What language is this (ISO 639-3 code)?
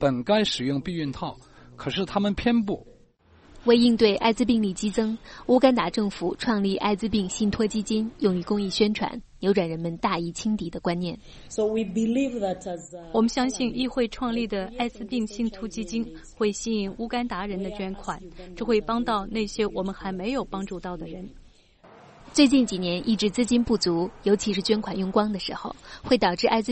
zho